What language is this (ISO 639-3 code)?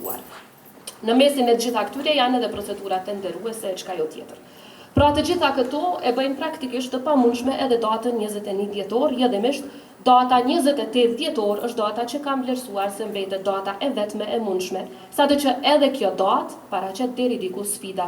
sqi